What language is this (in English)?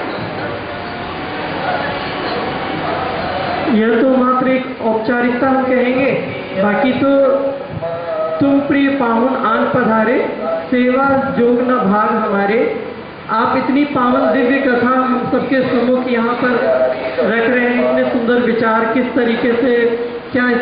Hindi